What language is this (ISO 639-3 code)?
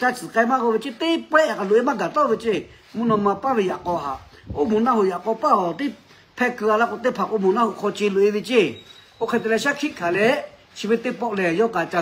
lhu